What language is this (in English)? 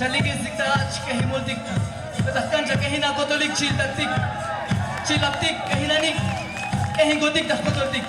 Tzotzil